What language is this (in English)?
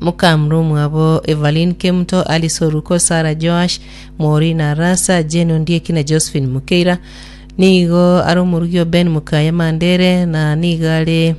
Gusii